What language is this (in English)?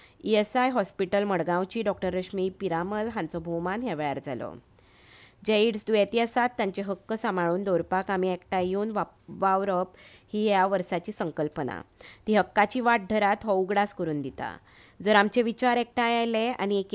Konkani